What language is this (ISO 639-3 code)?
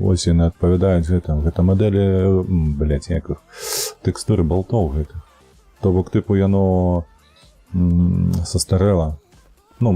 bel